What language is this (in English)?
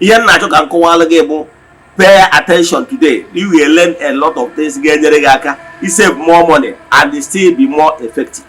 Igbo